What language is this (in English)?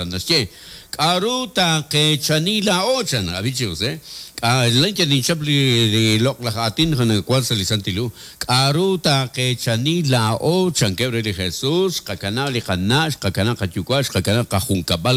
Kekchí